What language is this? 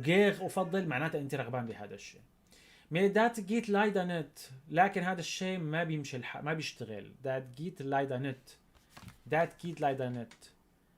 North Levantine Arabic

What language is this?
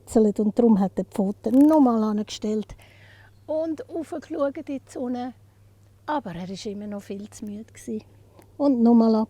Swiss German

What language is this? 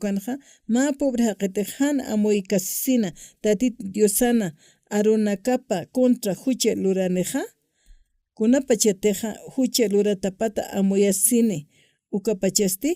Aymara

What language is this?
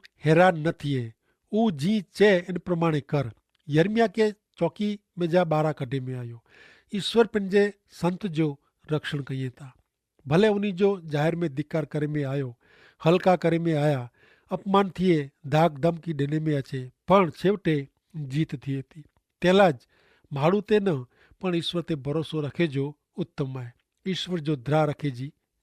Kachhi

